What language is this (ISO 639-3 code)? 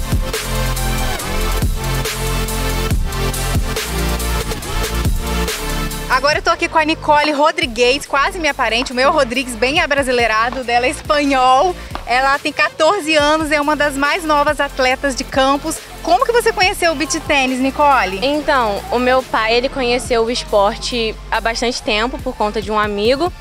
por